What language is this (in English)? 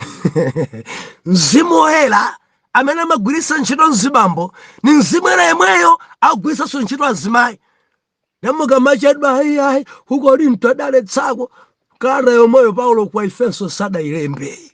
Nyanja